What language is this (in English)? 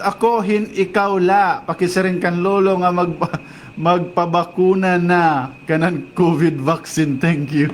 Waray